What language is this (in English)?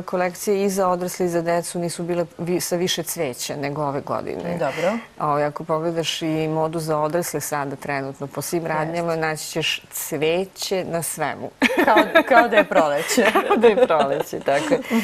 Serbian